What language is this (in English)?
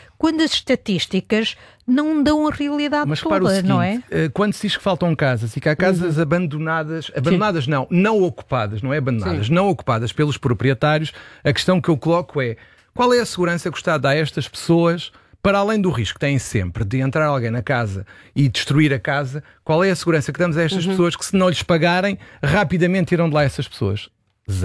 Portuguese